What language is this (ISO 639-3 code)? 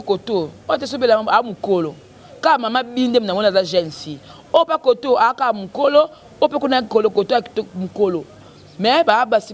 lin